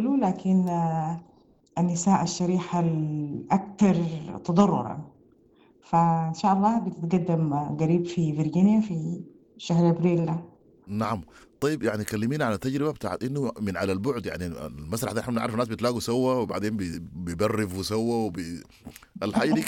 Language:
Sudanese Arabic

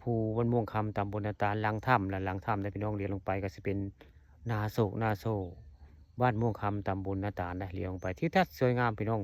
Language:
Northeastern Thai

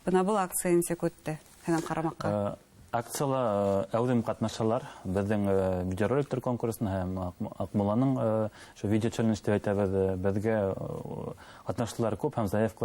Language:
Bashkir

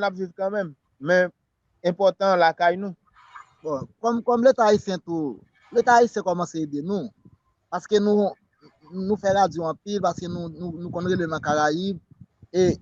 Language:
Haitian Creole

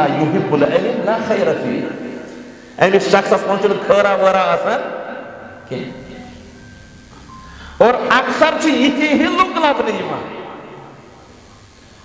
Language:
Kashmiri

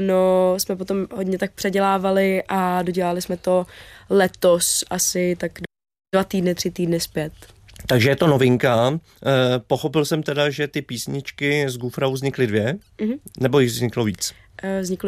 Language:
Czech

